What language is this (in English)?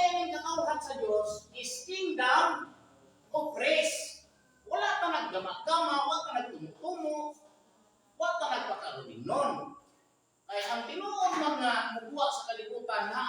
Cebuano